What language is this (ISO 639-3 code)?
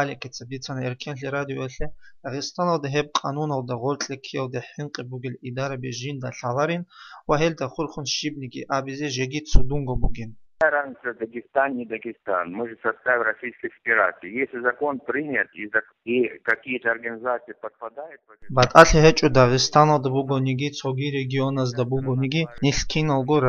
ava